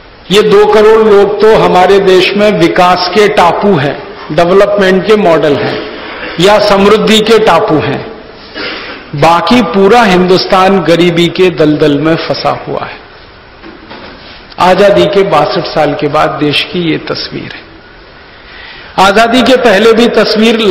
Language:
Hindi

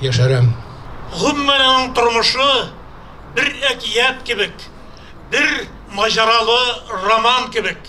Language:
Tatar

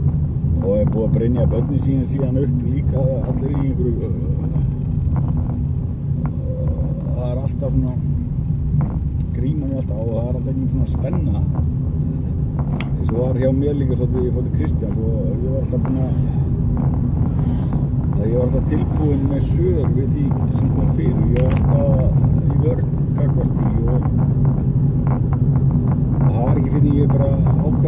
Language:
Icelandic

